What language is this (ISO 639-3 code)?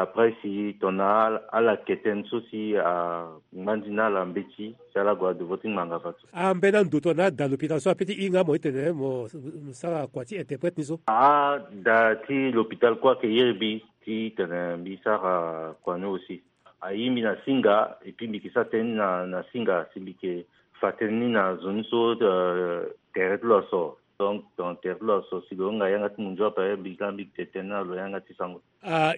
sag